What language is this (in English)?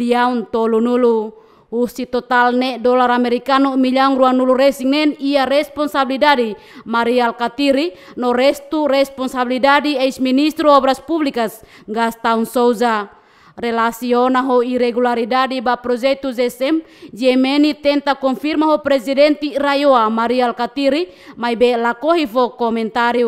Tetum